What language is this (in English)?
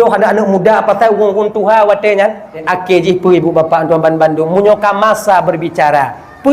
Achinese